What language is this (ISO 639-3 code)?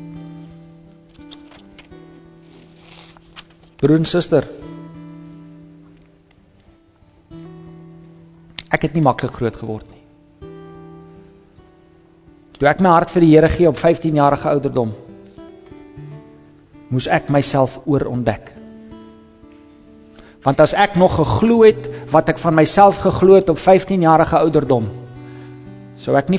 afr